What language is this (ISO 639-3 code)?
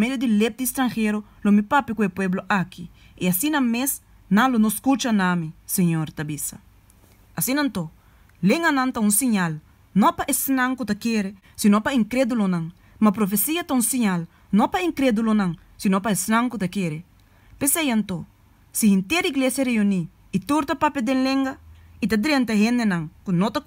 pap